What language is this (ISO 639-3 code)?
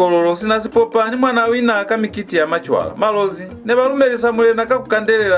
loz